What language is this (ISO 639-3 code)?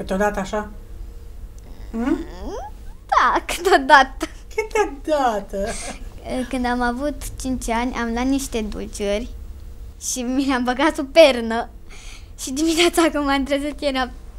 ron